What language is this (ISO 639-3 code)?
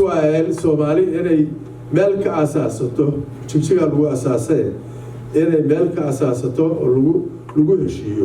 som